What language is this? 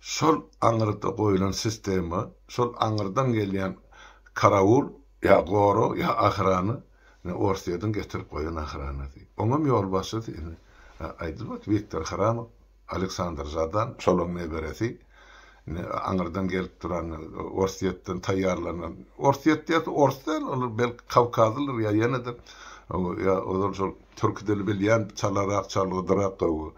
Turkmen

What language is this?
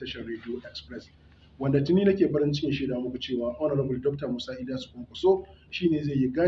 Hausa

